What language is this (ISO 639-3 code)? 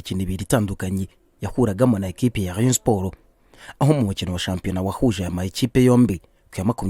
kin